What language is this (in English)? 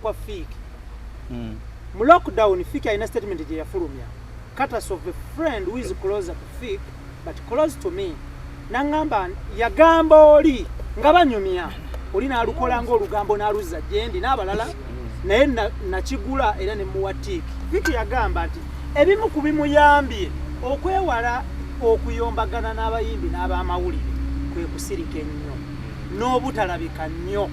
Ganda